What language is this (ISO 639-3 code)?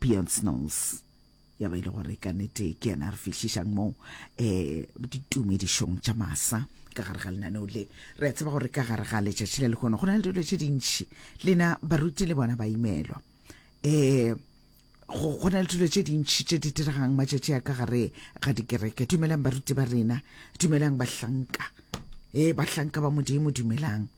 nso